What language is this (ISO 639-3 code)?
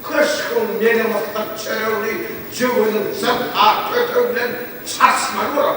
tuk